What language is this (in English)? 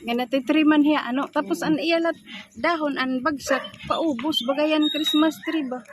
Waray